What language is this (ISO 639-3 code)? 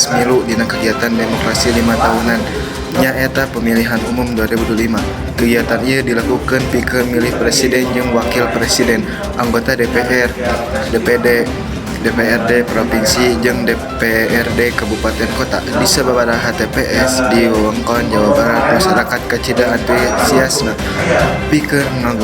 sun